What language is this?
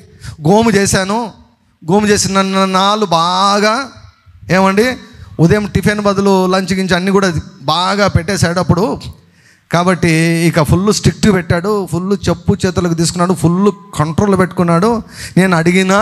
Telugu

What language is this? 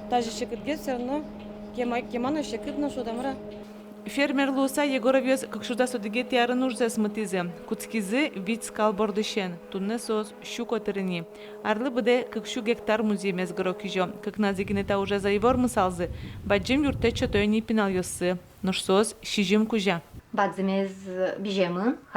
Udmurt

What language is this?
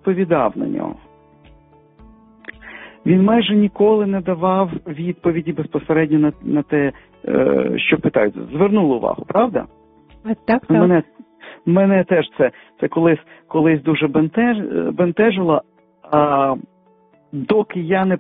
Ukrainian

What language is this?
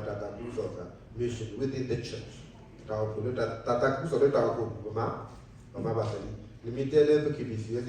S'gaw Karen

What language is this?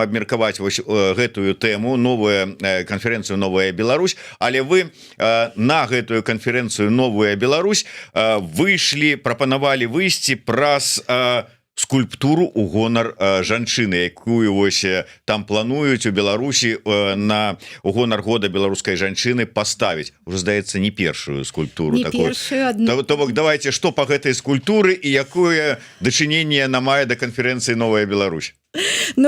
Belarusian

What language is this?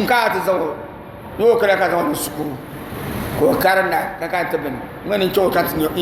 Dagbani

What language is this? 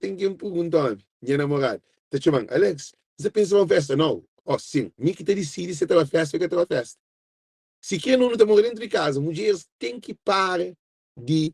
Kabuverdianu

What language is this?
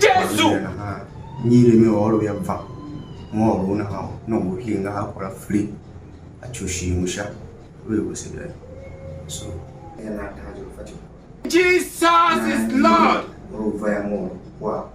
Tiv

